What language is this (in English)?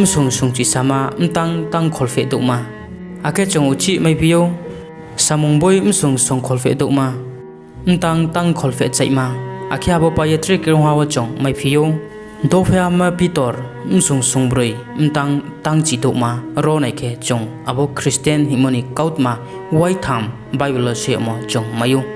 Riang (India)